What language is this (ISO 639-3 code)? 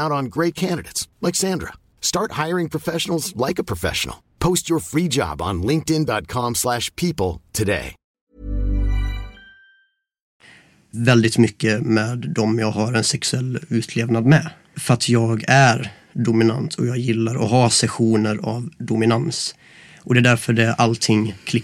swe